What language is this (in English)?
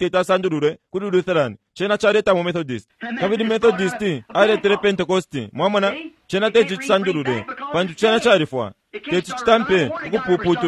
Bemba